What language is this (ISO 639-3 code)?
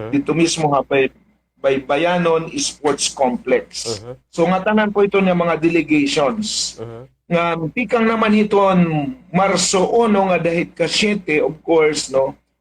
war